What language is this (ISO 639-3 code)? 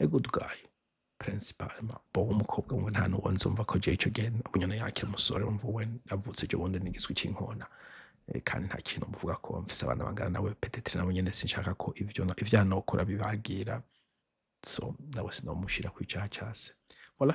run